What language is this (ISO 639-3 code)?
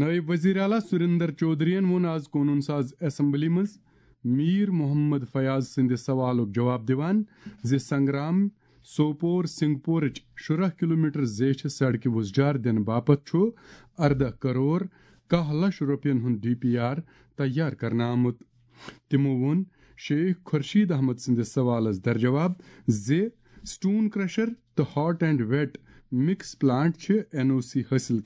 kas